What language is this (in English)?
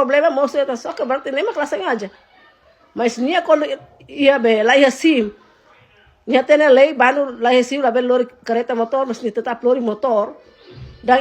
Tetum